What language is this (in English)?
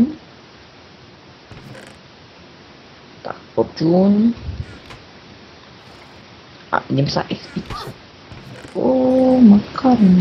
Slovak